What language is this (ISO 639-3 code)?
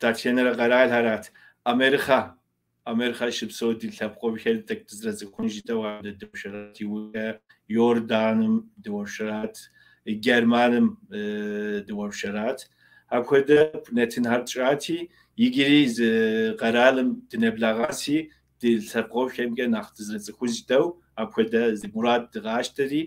kbd